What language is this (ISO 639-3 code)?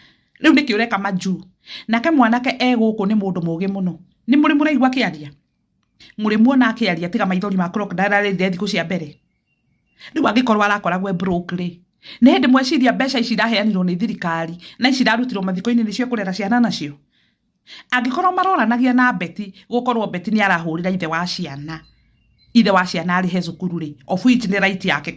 kik